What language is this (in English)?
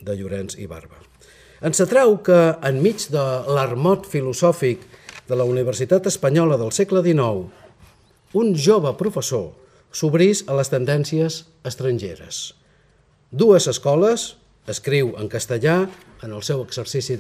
Catalan